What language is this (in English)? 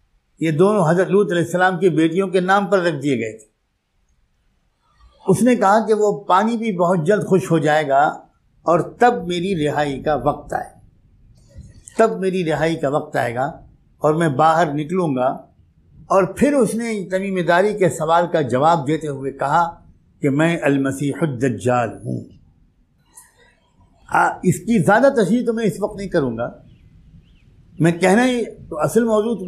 Urdu